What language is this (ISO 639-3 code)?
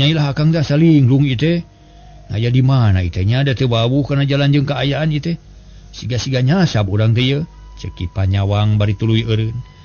sun